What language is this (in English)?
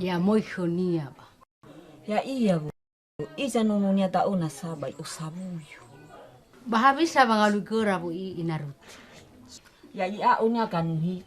Nias